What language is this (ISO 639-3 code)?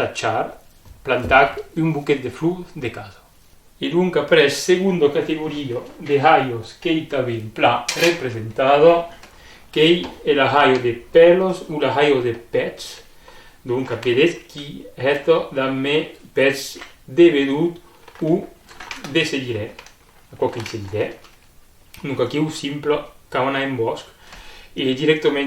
oci